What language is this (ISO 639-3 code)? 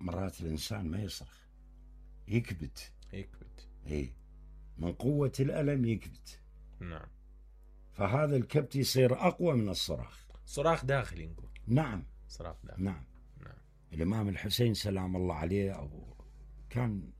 acm